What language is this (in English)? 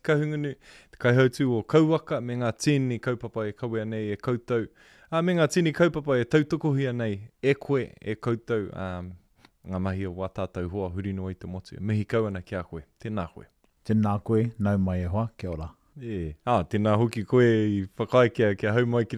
Māori